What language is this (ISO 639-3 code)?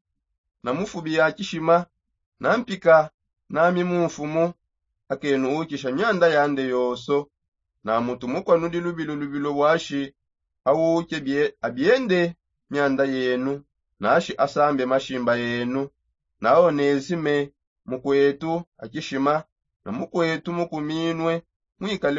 sop